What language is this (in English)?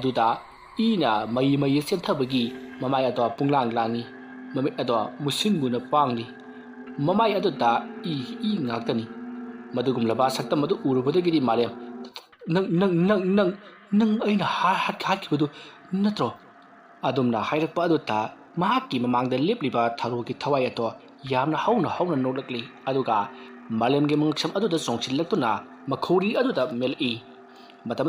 Manipuri